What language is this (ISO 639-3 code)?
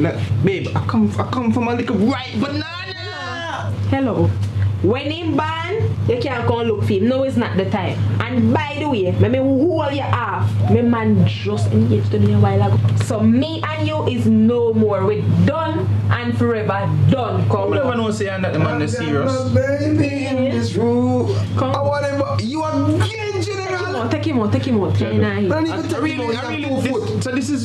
jam